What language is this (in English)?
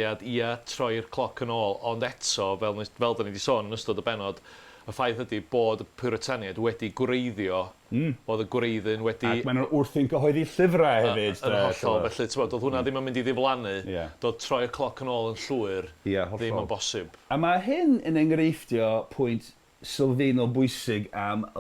Welsh